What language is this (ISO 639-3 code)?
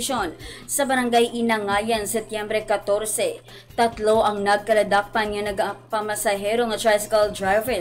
hil